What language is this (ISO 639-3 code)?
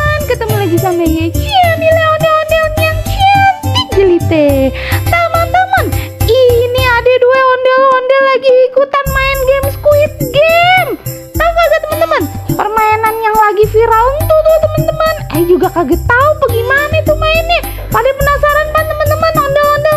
bew